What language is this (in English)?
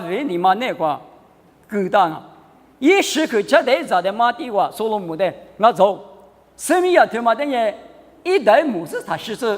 Lisu